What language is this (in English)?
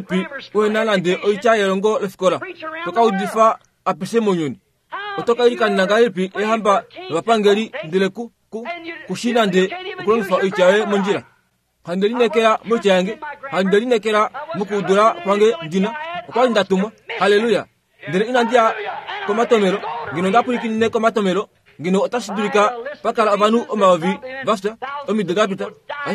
Kuanyama